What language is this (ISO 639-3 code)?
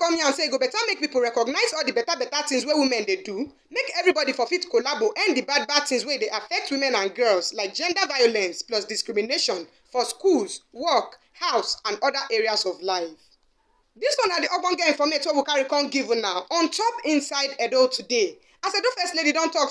pcm